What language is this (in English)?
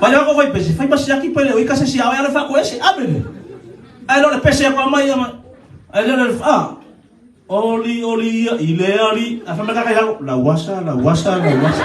Samoan